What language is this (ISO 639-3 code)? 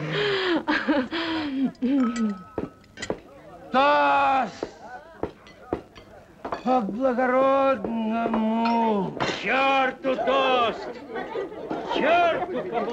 rus